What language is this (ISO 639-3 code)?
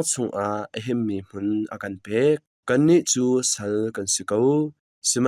cnh